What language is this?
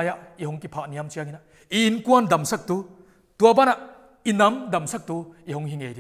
Paite Chin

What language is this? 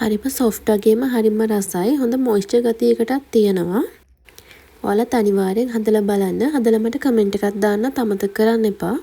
Sinhala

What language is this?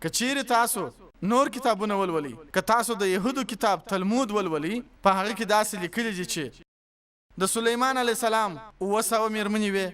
Pashto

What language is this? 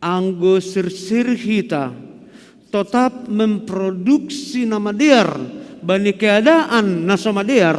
Batak Simalungun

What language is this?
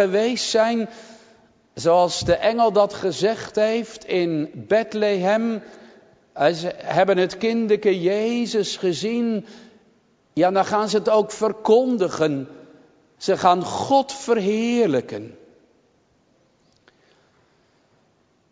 Dutch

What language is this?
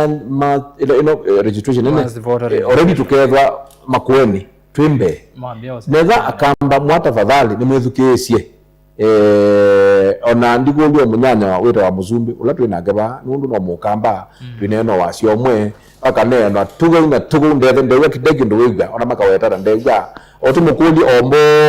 Kamba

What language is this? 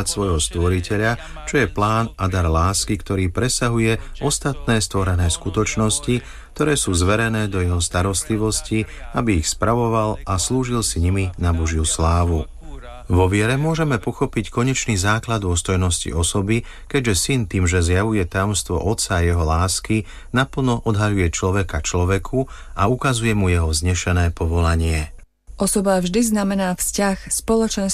Slovak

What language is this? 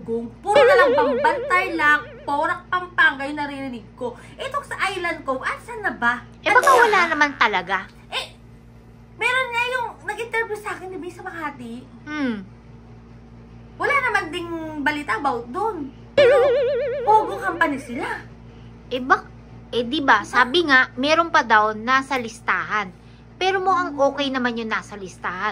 Filipino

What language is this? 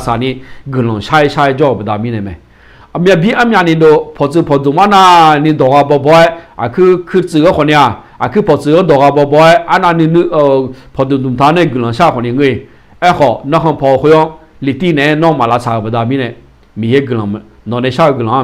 Akha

